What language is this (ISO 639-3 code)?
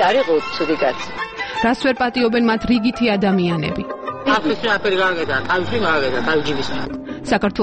kat